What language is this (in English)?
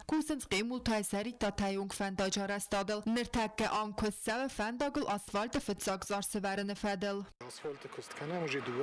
Ossetic